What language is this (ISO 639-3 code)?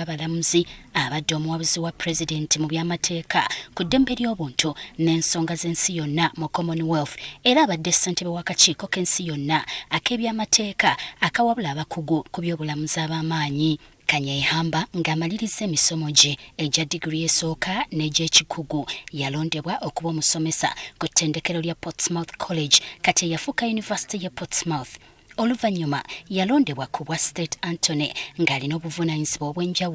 lug